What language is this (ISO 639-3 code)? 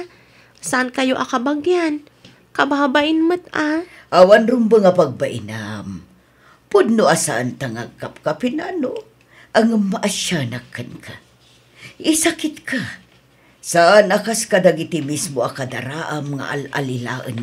ilo